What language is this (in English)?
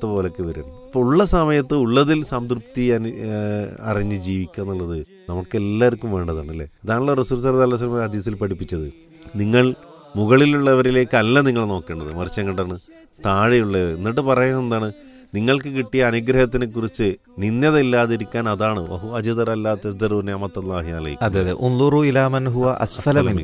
Malayalam